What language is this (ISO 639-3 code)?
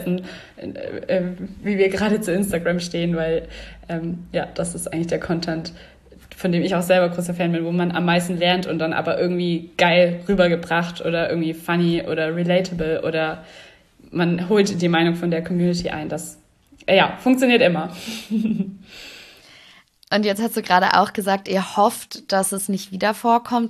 deu